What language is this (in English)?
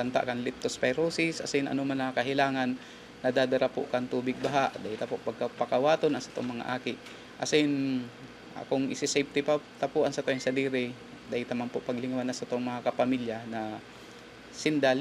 Bikol